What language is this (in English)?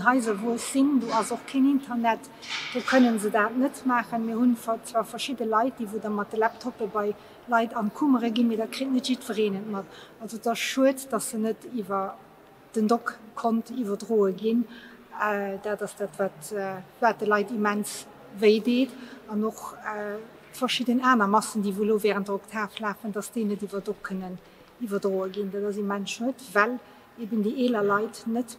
Luxembourgish